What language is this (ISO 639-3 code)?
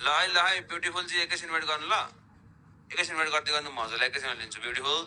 nep